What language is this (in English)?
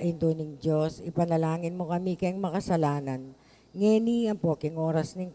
Pampanga